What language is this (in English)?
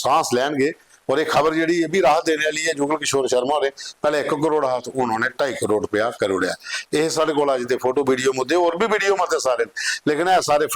Dogri